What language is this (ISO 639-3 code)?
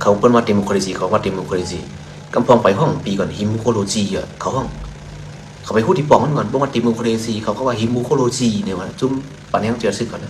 shn